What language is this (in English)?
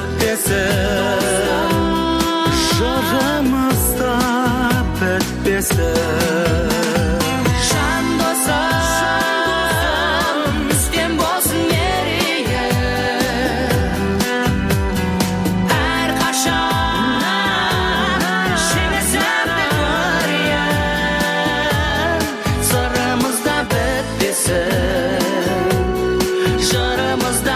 Kazakh